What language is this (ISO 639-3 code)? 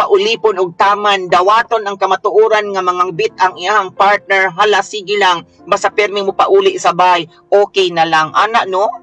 ceb